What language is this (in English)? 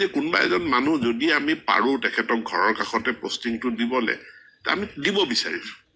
Assamese